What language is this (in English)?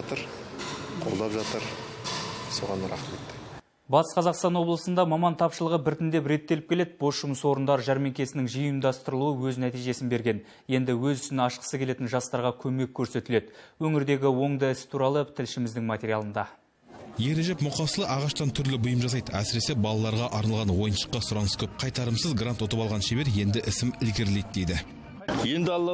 Kazakh